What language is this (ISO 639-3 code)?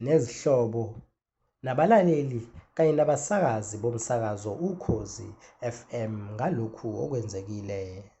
zul